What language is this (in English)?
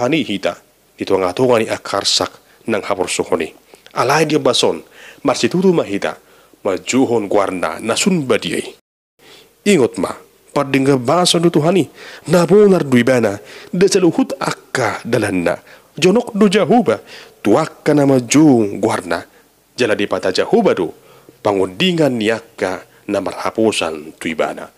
Batak Toba